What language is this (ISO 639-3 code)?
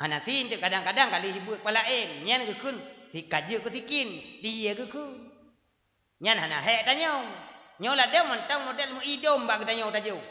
ace